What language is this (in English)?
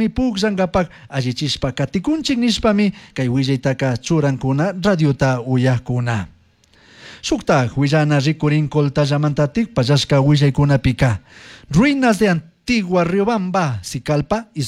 Chimborazo Highland Quichua